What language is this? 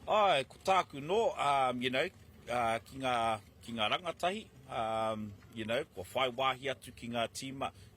Māori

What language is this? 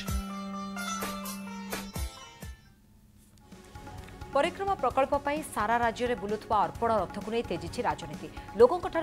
Odia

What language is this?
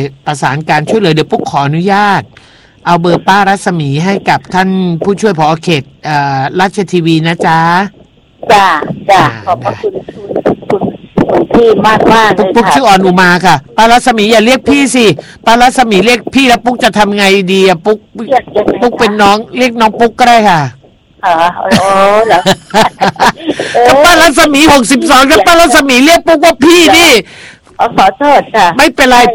Thai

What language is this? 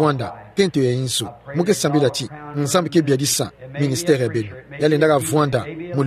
Kituba (Democratic Republic of Congo)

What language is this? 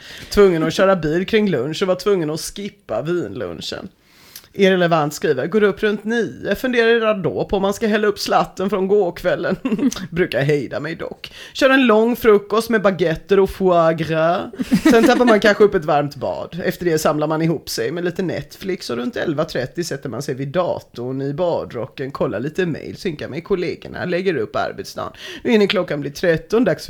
Swedish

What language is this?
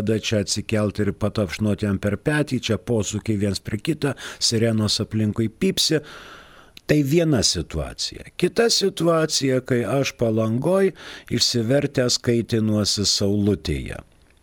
Lithuanian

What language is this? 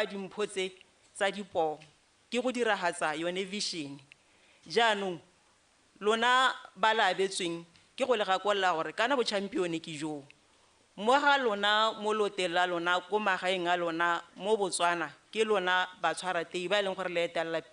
Tswana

